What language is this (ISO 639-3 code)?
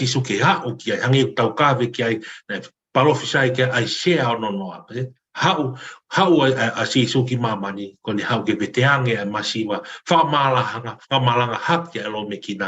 ton